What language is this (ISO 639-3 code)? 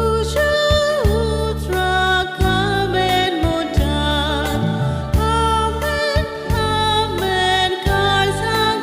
kok